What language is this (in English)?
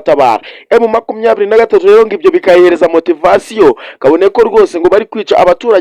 Kinyarwanda